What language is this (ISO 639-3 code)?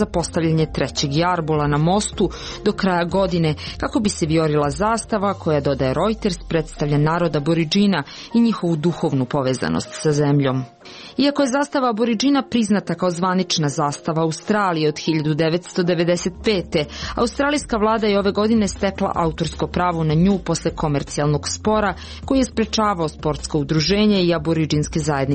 srp